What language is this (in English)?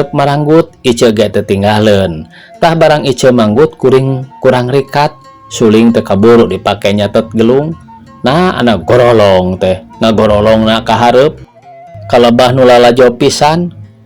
Sundanese